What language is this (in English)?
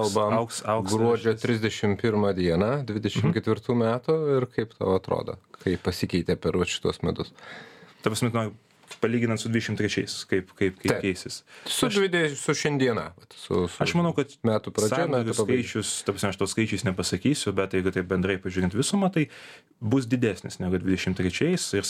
Lithuanian